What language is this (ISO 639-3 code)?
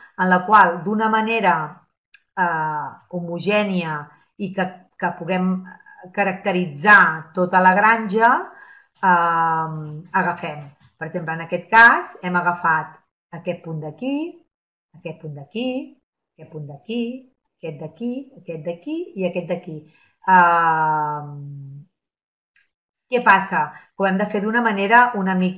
cat